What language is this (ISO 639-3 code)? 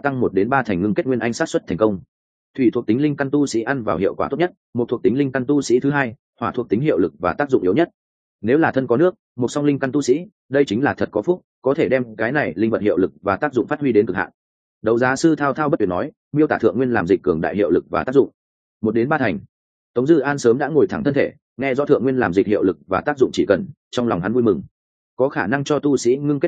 vie